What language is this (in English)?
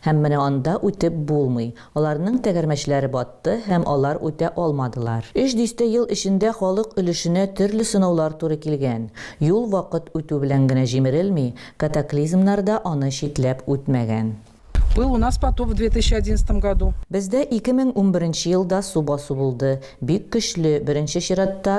Tatar